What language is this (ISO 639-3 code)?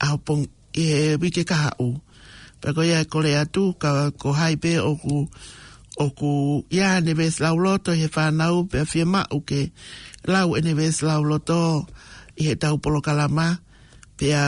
ton